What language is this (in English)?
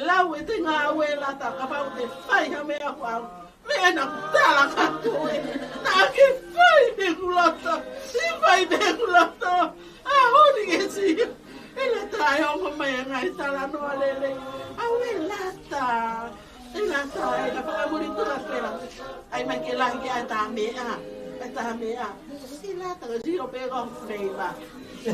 Tongan